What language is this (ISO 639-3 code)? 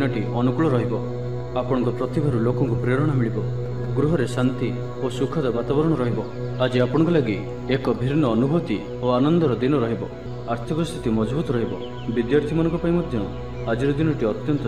ori